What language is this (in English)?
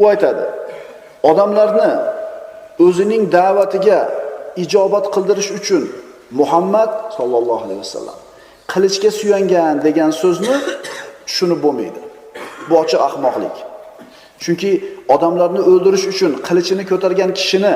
Uzbek